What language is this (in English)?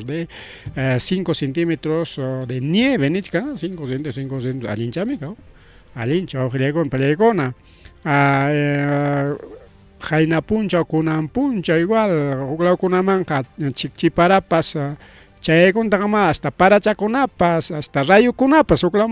Ayacucho Quechua